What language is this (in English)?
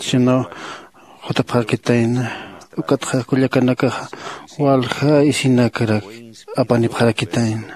Aymara